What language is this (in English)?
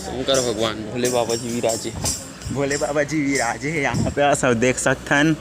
Chhattisgarhi